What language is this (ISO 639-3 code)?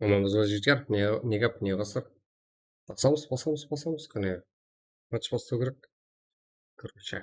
kaa